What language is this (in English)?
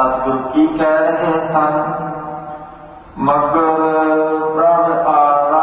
Punjabi